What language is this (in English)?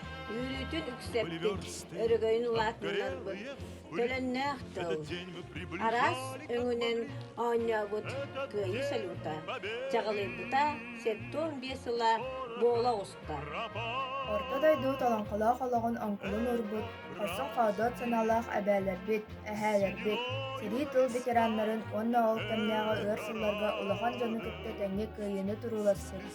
Yakut